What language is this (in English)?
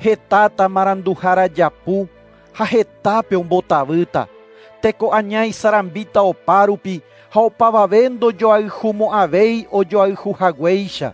Guarani